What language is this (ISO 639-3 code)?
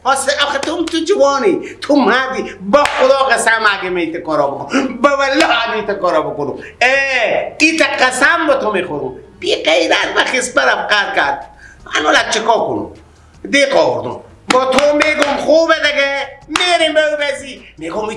fas